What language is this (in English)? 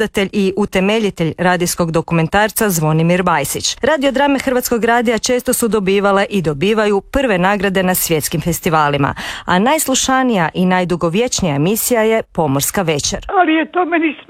Croatian